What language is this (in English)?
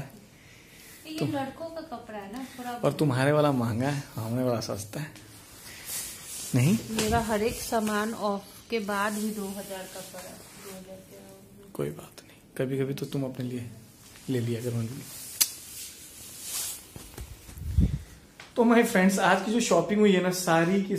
Hindi